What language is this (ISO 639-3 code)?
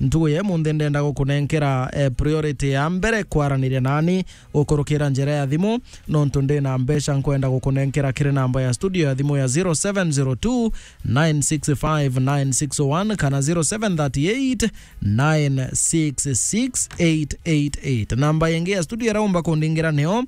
mer